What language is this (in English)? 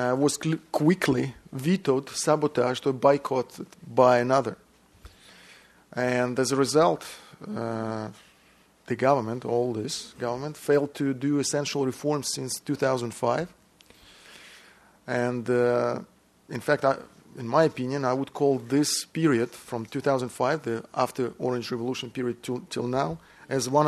English